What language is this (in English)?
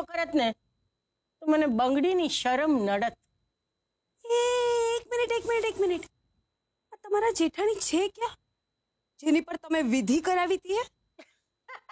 Gujarati